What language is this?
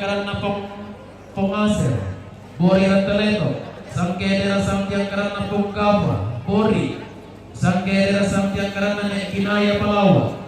Toraja-Sa'dan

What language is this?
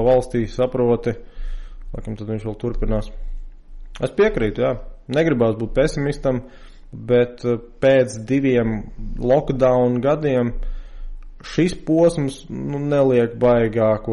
Latvian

